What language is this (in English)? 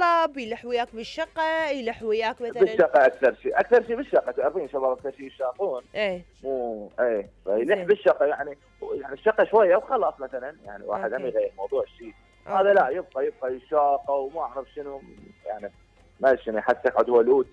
Mesopotamian Arabic